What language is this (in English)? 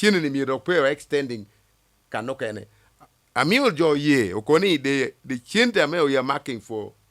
Lango (Uganda)